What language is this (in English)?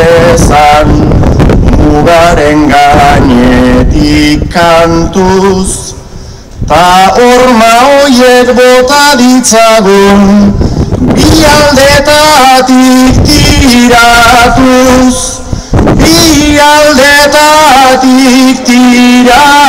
Basque